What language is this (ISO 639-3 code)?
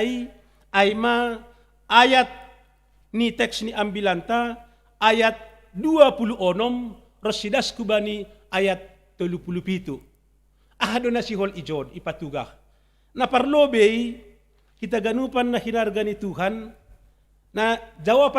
bts